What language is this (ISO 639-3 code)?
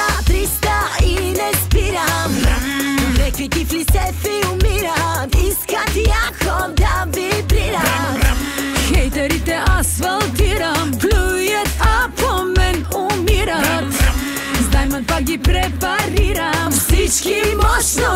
bul